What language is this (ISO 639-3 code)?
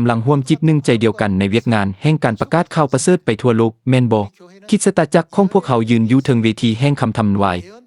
lao